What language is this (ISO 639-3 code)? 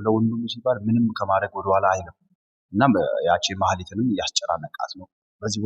amh